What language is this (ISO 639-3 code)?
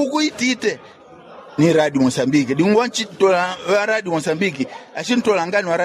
yao